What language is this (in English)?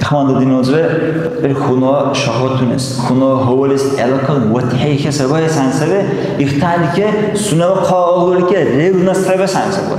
Dargwa